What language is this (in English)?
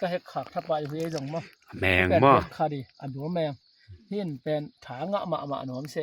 Tedim Chin